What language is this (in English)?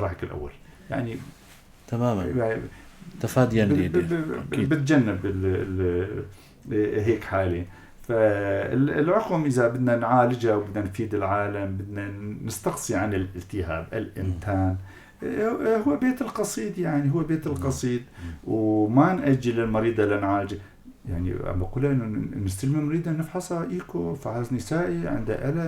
North Levantine Arabic